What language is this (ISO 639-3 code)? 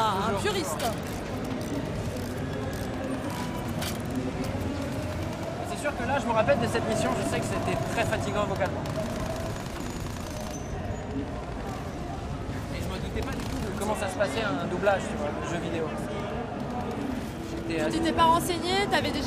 fra